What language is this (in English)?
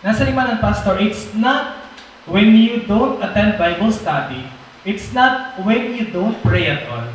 Waray